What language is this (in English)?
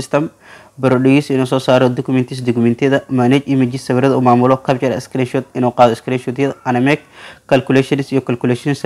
Somali